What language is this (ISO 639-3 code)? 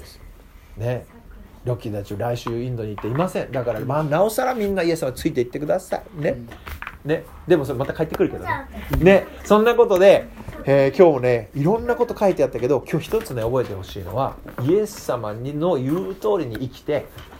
jpn